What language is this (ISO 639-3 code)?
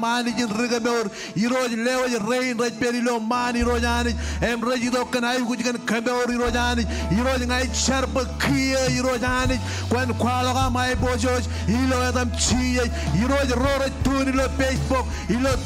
mah